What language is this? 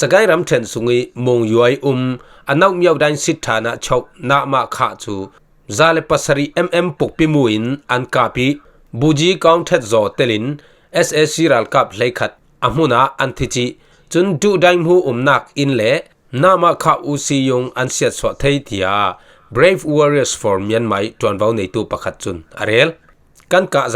Falam Chin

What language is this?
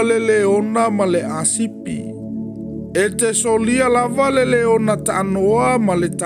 Samoan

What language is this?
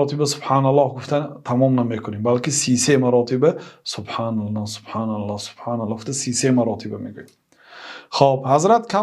Tajik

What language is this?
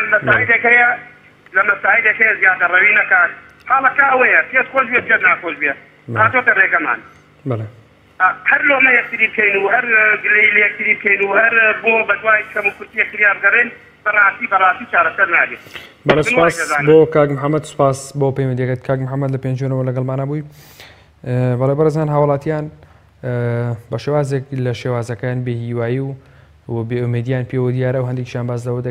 Central Kurdish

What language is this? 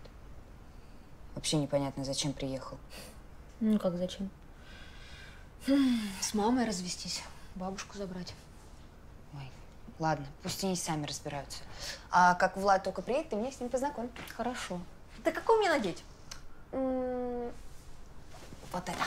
Russian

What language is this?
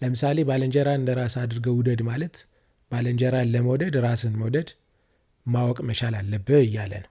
Amharic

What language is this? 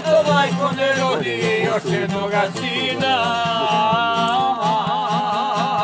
Croatian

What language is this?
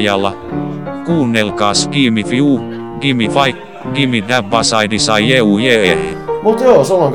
Finnish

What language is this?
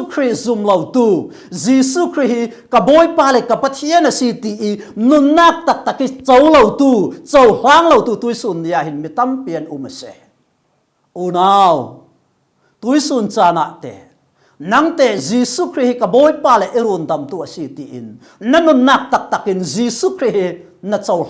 Falam Chin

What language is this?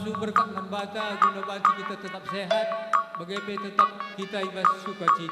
Batak Karo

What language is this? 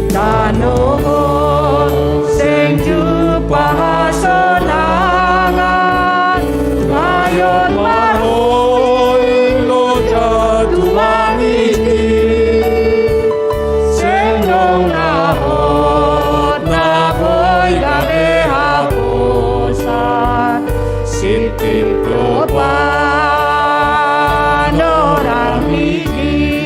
Batak Simalungun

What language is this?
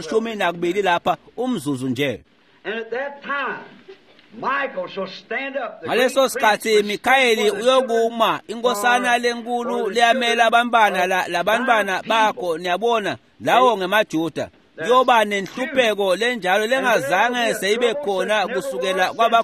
Swati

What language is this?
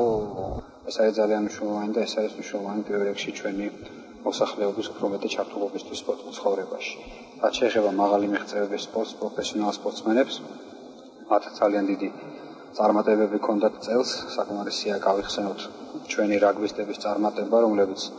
Georgian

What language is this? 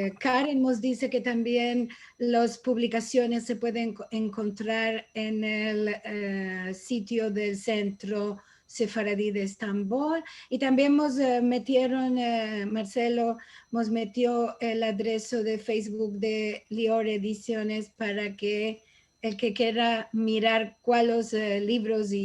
Ladino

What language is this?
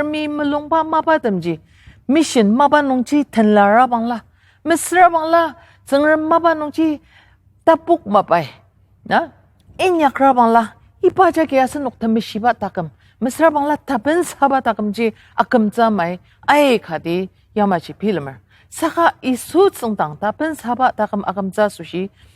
Ao Naga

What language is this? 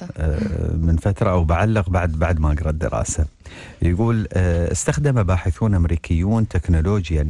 Arabic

